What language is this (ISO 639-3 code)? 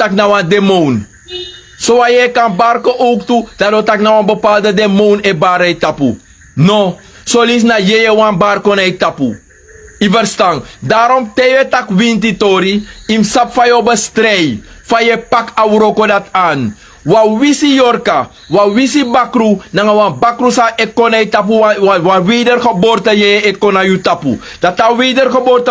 srn